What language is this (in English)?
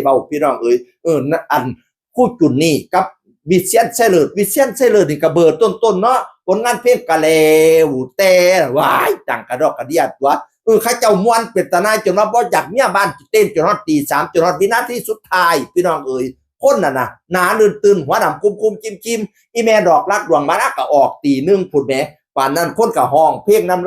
Northeastern Thai